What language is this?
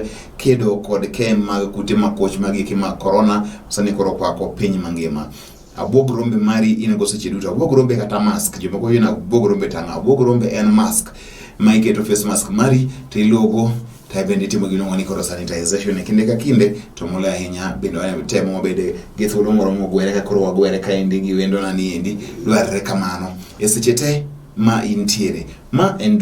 Luo (Kenya and Tanzania)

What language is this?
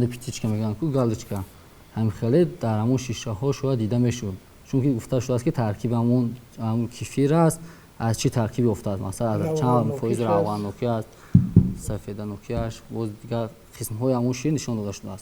Tajik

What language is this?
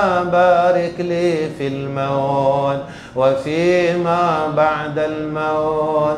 Malay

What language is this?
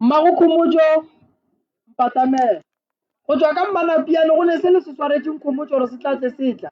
Northern Sotho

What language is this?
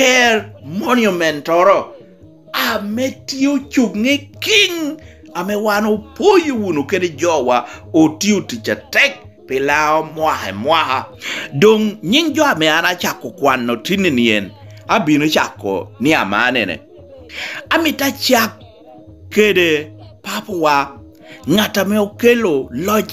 Lango (Uganda)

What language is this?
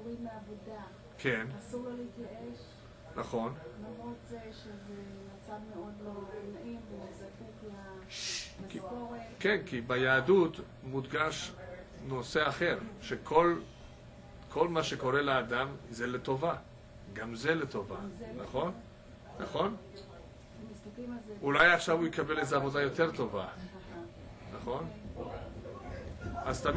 Hebrew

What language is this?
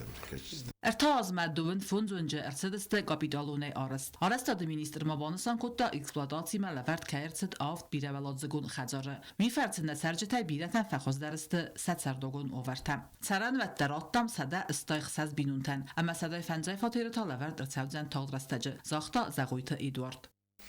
Ossetic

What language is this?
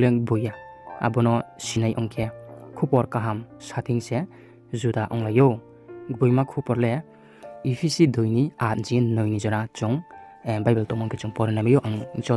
Riang (India)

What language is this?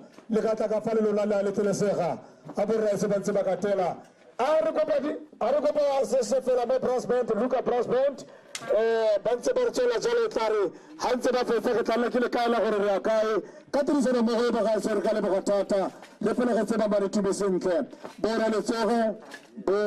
Tswana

